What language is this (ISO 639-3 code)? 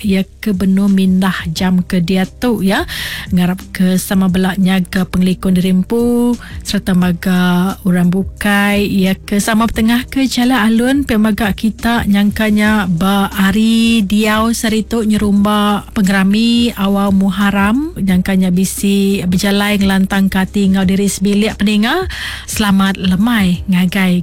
iba